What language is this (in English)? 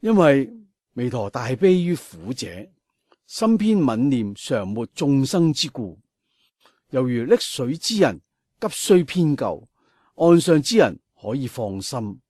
Cantonese